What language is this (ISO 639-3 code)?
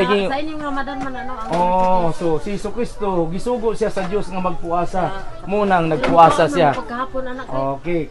ceb